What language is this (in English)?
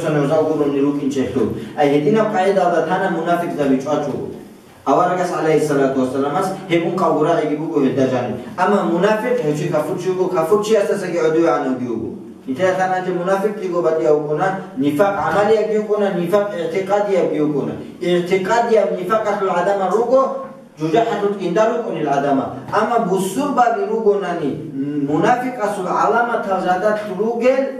Avaric